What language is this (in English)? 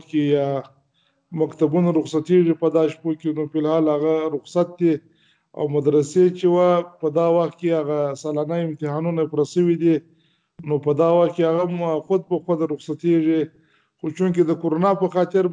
Pashto